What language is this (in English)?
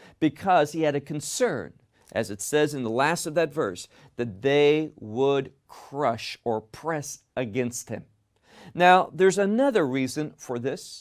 English